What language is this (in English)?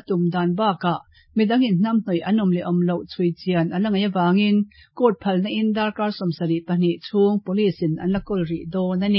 Mizo